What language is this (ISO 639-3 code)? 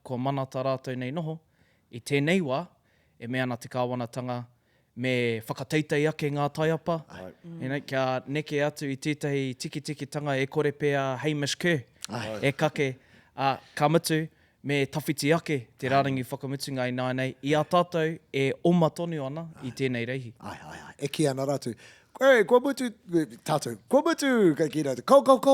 mri